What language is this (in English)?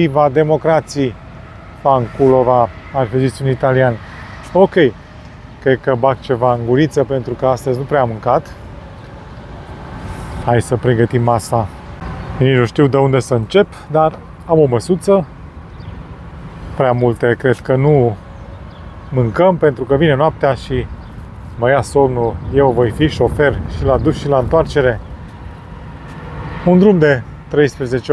Romanian